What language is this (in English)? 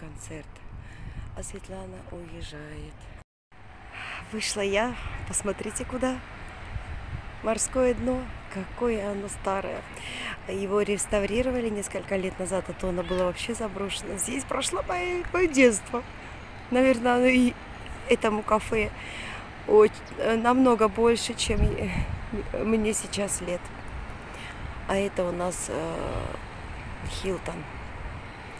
Russian